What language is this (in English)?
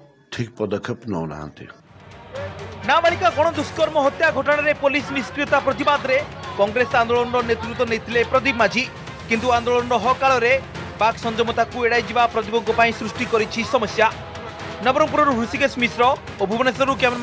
Odia